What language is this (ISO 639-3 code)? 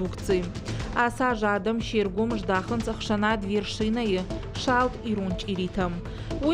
oss